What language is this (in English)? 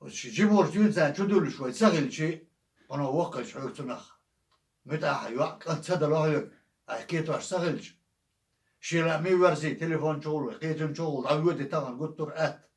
Chechen